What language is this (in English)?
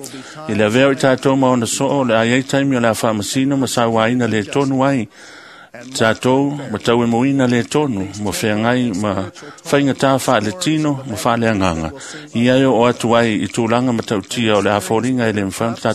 Samoan